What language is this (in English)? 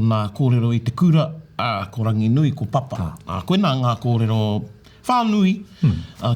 Māori